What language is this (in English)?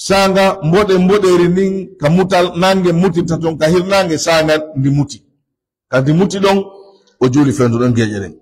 Pular